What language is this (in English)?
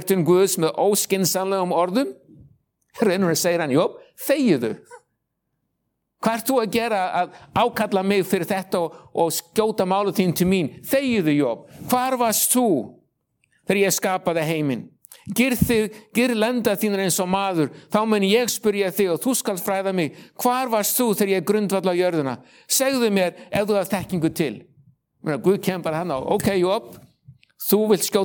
Icelandic